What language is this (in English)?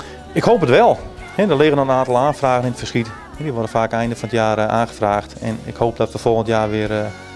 Dutch